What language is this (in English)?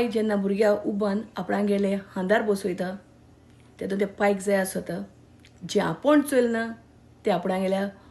Konkani